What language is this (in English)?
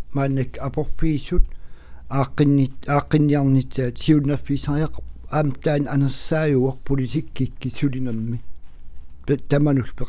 Kalaallisut